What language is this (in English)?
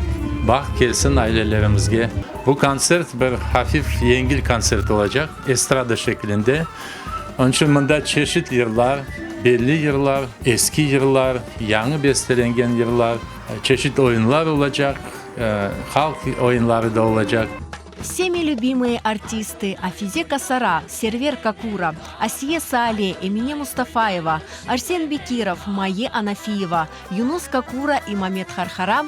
Crimean Tatar